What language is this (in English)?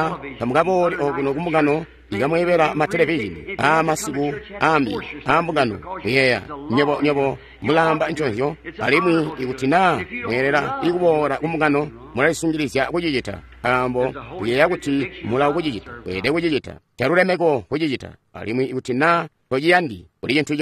Tonga (Zambia)